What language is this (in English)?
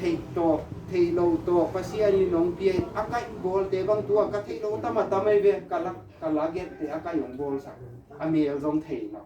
Tedim Chin